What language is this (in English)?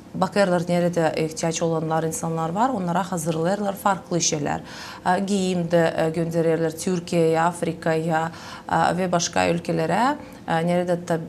Gagauz